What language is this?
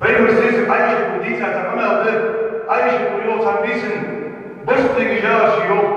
Ingush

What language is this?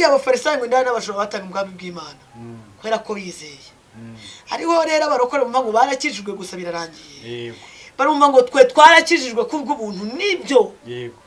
Kinyarwanda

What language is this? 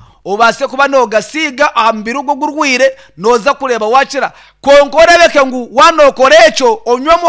Nyankole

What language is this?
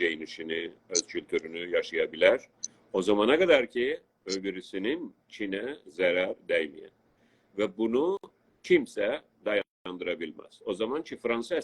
South Azerbaijani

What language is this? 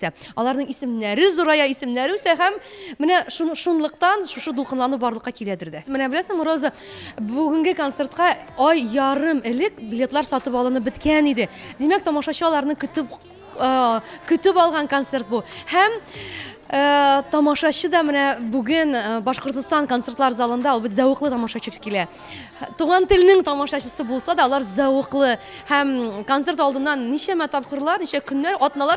Tatar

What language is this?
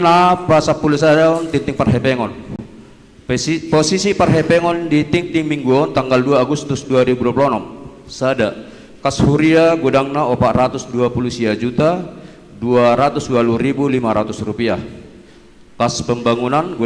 Batak Toba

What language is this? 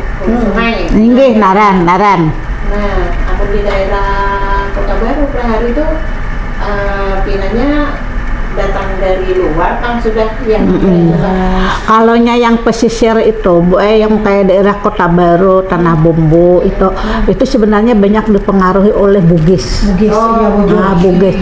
Banjar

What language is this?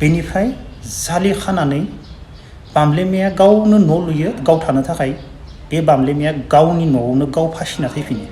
Bodo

